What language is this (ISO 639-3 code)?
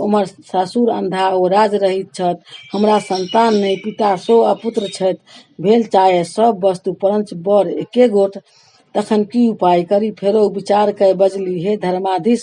mai